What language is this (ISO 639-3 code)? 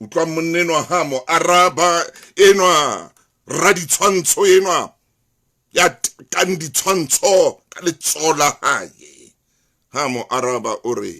sot